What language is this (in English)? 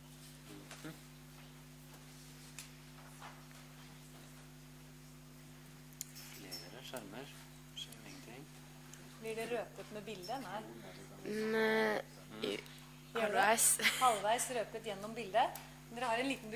Norwegian